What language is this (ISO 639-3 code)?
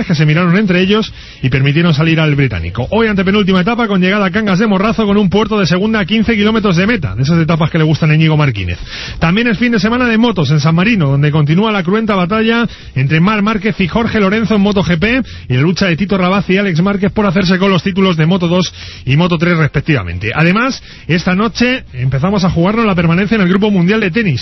spa